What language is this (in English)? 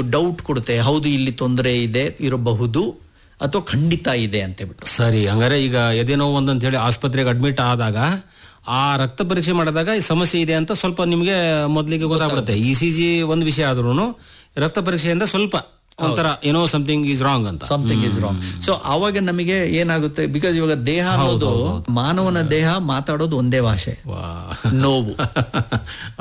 Kannada